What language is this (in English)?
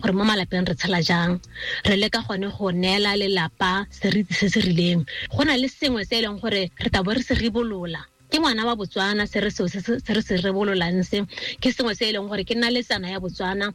Tswana